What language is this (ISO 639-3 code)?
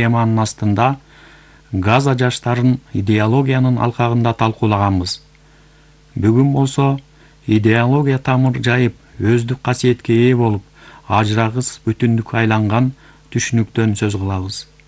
kir